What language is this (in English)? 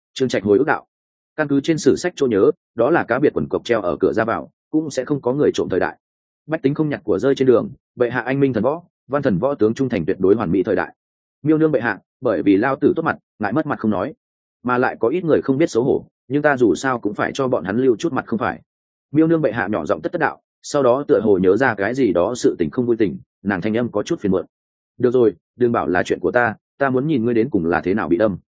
Vietnamese